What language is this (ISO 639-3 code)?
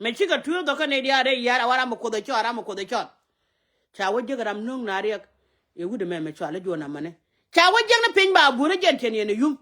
nus